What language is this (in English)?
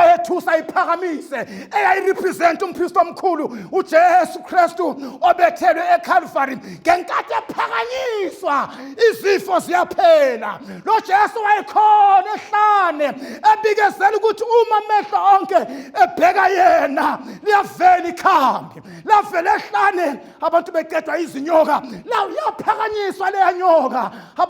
Zulu